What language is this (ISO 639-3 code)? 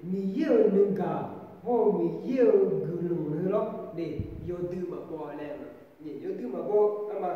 ahk